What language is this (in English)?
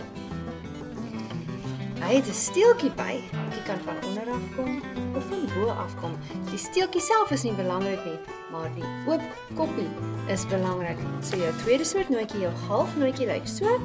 Afrikaans